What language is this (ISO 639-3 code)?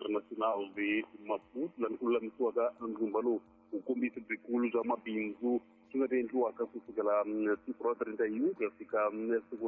tso